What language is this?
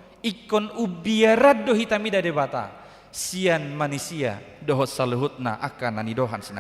Batak Toba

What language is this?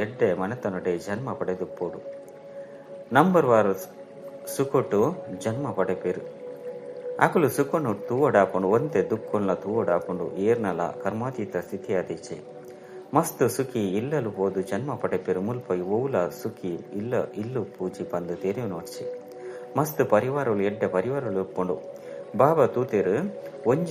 Tulu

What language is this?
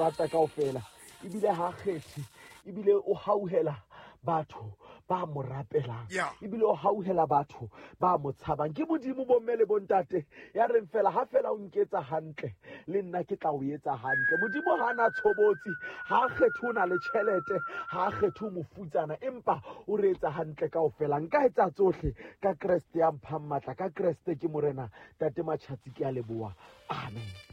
Southern Sotho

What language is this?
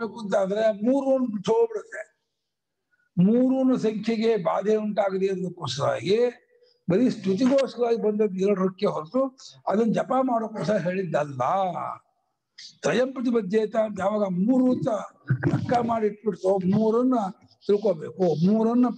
Kannada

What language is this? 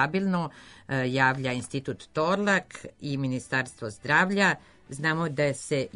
Serbian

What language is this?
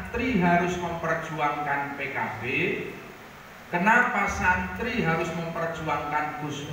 Indonesian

